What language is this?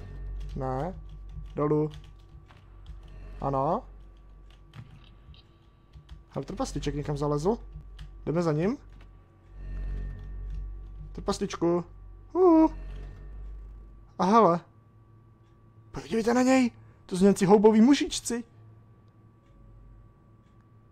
Czech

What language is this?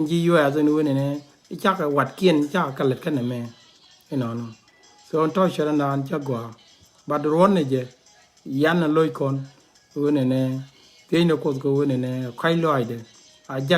Nuer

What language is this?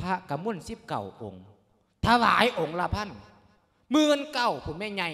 Lao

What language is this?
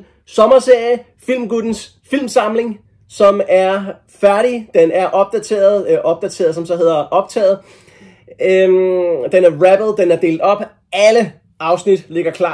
Danish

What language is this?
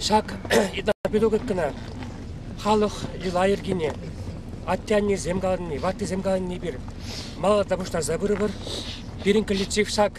Chuvash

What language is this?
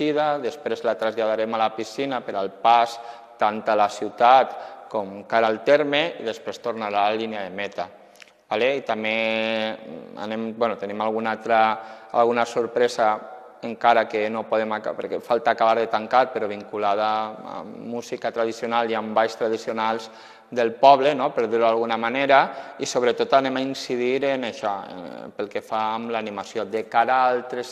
Catalan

